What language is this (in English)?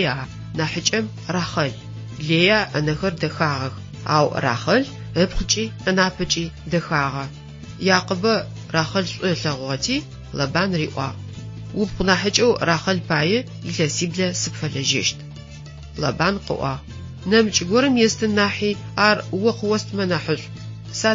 Adyghe